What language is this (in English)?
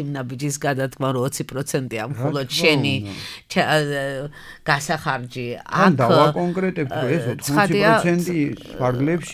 Georgian